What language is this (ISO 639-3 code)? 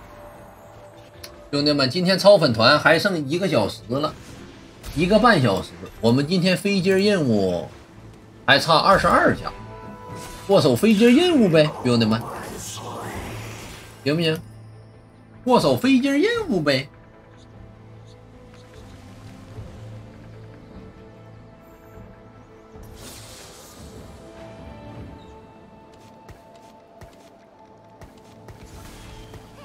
zho